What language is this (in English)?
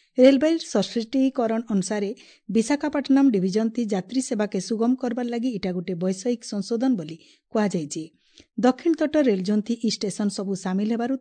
Odia